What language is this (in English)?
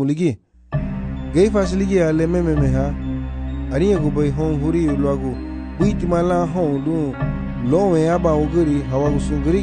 Garifuna